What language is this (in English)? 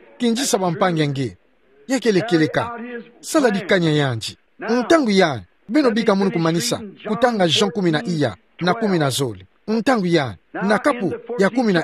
Kituba (Democratic Republic of Congo)